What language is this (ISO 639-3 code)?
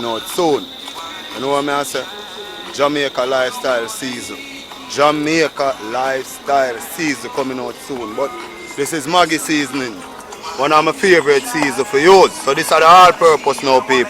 jam